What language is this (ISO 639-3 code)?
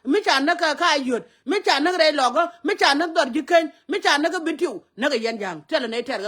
nus